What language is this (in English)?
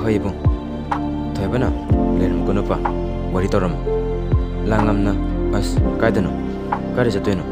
Manipuri